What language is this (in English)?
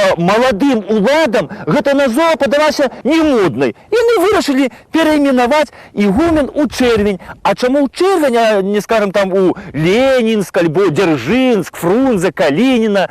Belarusian